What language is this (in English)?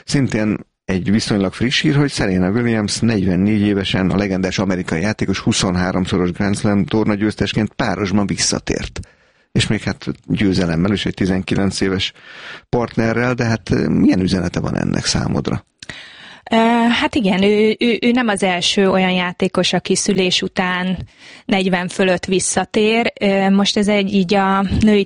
Hungarian